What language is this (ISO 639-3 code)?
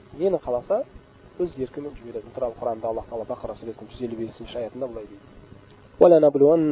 kaz